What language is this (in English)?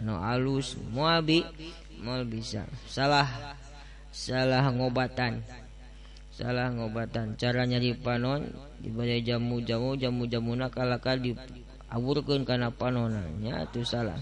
Sundanese